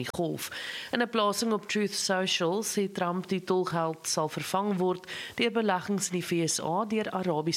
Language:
Afrikaans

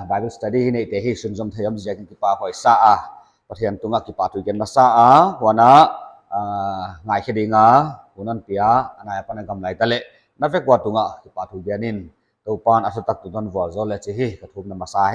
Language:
Paite Chin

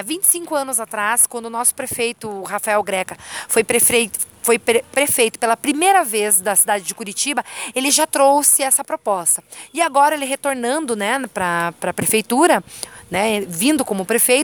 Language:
Portuguese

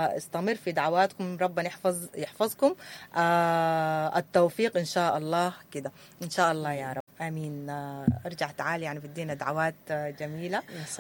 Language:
Sudanese Arabic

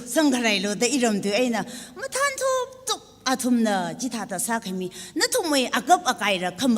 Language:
Tangkhul Naga (India)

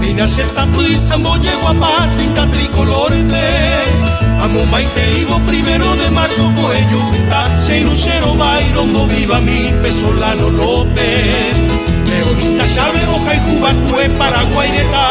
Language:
Guarani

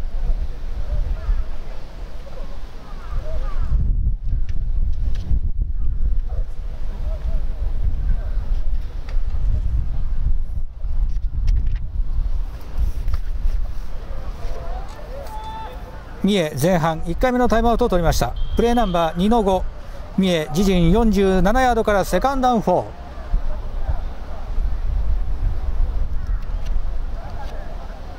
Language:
Japanese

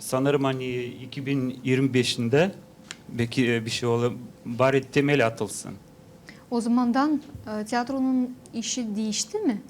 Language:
Gagauz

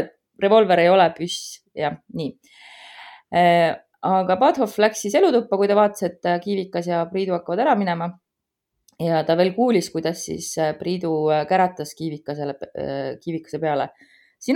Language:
Estonian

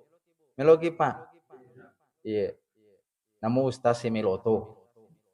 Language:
Buginese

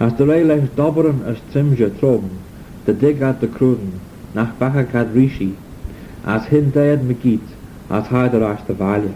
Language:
Manx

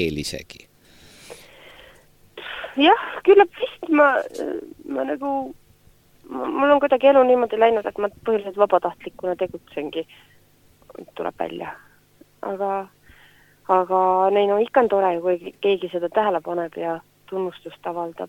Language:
Estonian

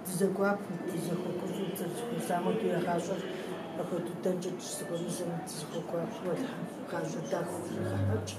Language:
Kabardian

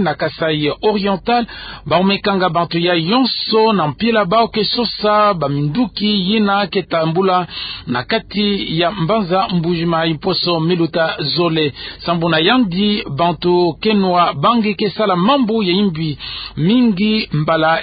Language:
Kituba (Democratic Republic of Congo)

